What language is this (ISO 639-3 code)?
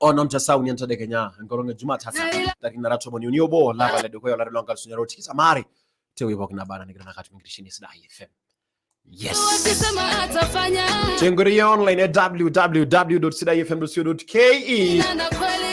mas